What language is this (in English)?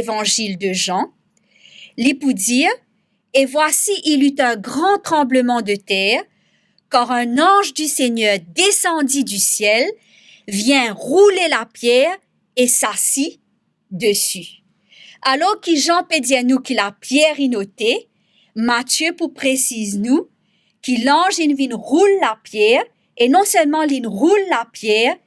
Morisyen